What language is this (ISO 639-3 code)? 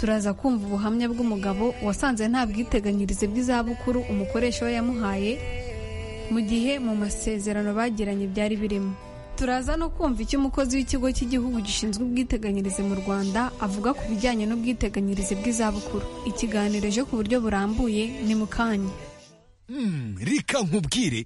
kin